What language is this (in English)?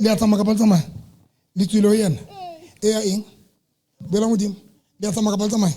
Southern Sotho